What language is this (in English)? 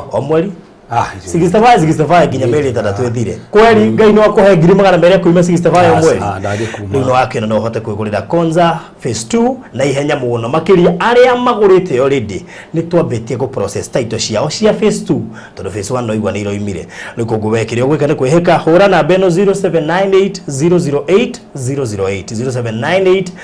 Kikuyu